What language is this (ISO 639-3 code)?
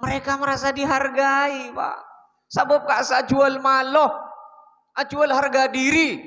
mad